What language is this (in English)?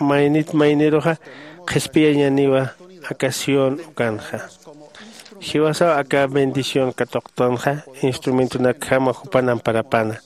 Aymara